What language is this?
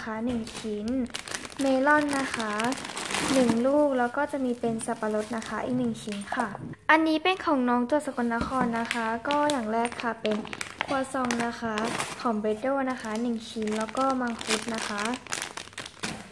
Thai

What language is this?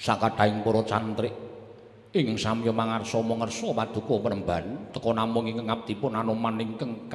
Javanese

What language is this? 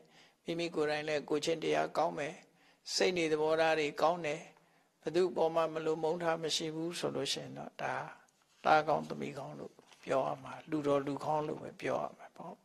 Burmese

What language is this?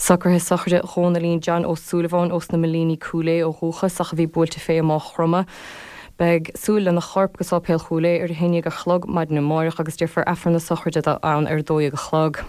Irish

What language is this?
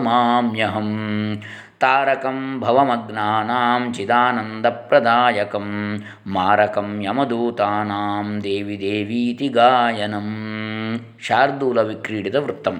Sanskrit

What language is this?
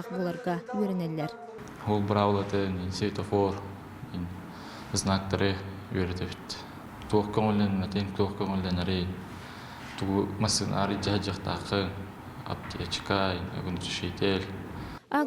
Yakut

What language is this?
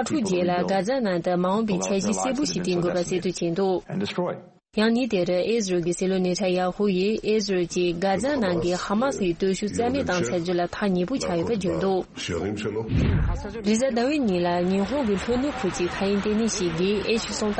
Tibetan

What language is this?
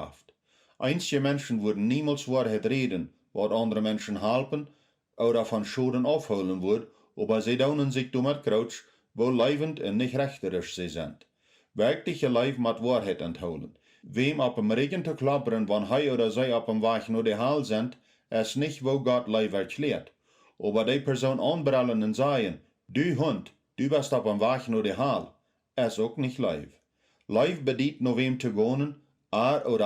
Plautdietsch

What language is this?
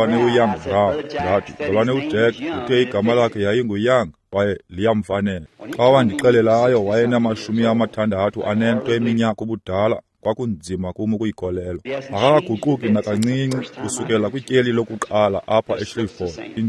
Xhosa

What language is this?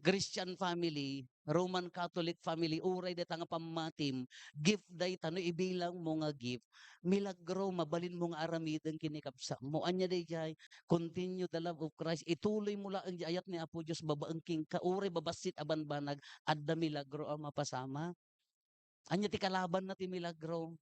Iloko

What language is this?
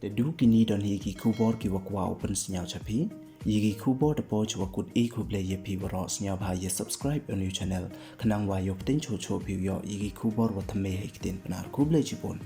Pnar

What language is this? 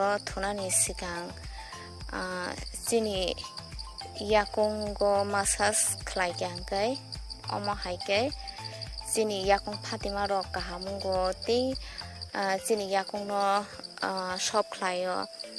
Kok Borok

